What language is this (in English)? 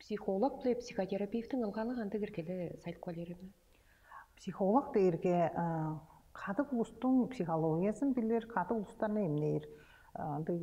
Tuvinian